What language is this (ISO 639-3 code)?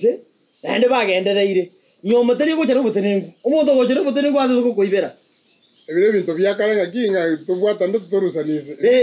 guz